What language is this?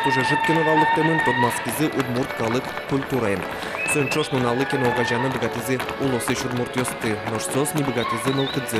Udmurt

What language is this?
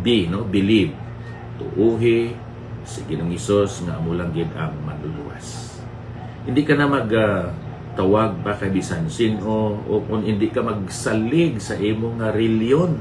Hiligaynon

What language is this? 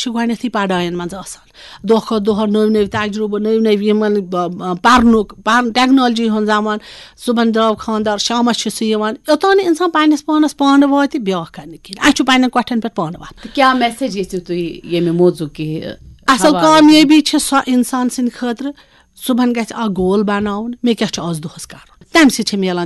Kashmiri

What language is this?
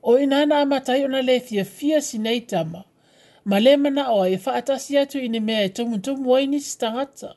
Samoan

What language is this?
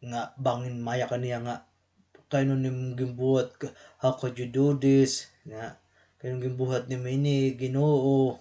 Waray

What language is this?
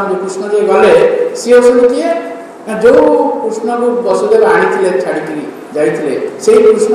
Odia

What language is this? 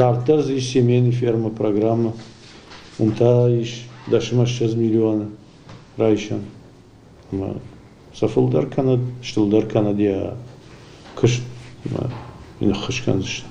Ossetic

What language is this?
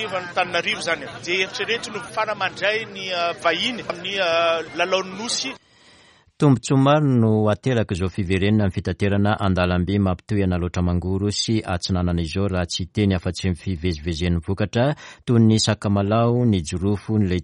Malagasy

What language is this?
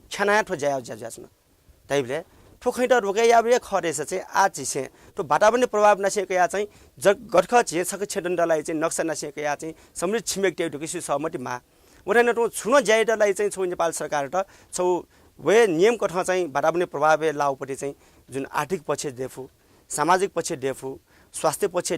Newari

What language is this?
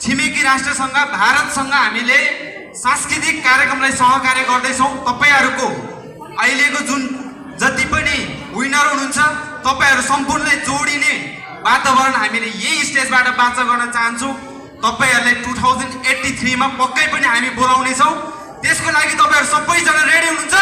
Nepali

